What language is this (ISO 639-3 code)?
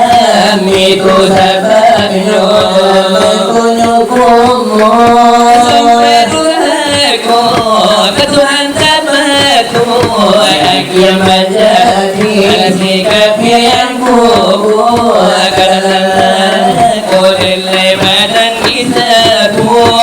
min